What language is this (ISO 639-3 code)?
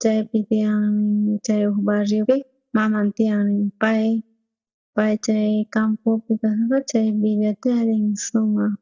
quh